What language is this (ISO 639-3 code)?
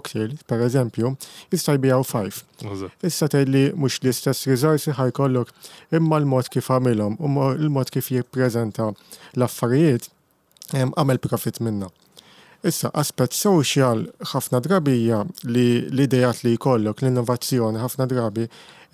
mlt